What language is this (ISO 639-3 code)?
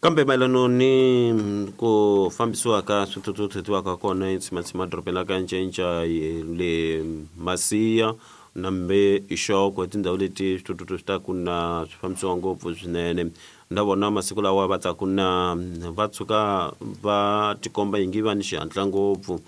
tso